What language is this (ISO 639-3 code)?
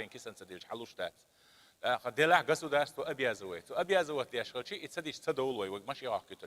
che